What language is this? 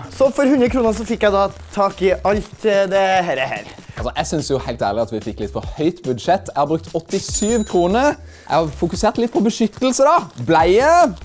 Norwegian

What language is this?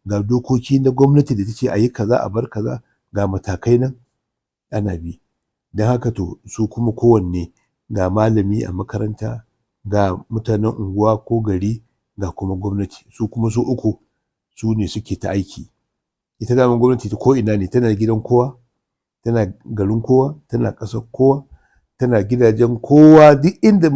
Hausa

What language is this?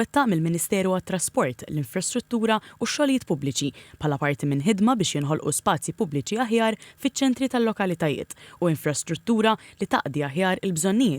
Maltese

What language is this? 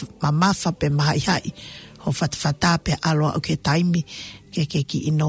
Tongan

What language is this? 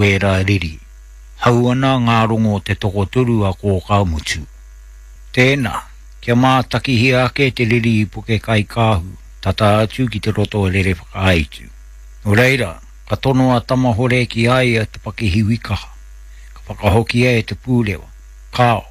Māori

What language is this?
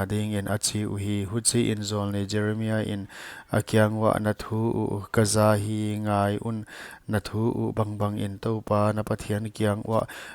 Paite Chin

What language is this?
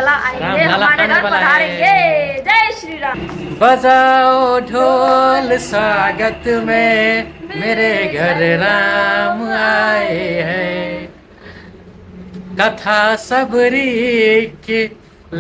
Hindi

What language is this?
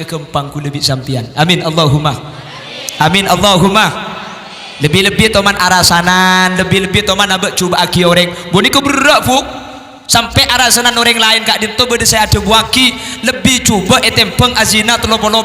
Madurese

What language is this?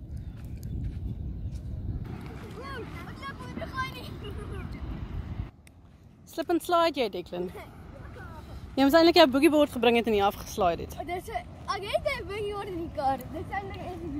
Afrikaans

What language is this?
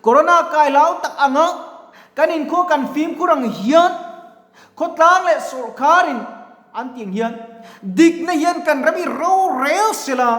Mizo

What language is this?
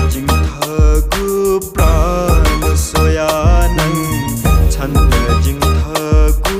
Newari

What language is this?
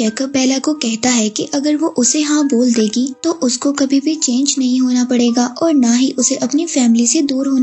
Hindi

